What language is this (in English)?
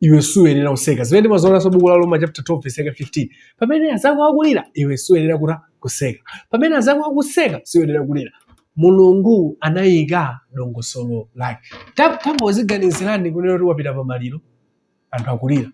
Nyanja